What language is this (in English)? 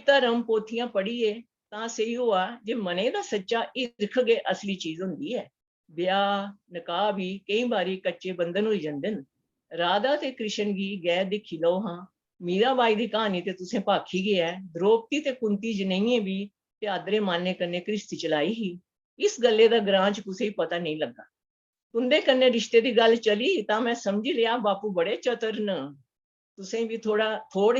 Dogri